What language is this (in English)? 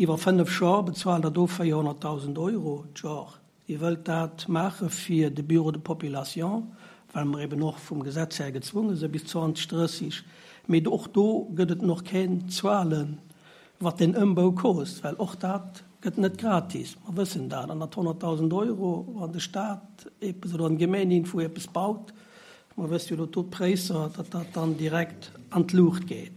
Luxembourgish